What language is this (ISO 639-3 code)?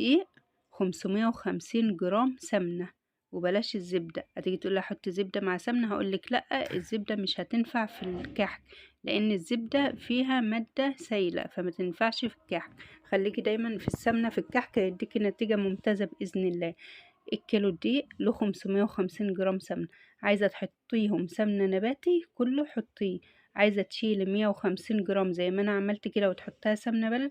arz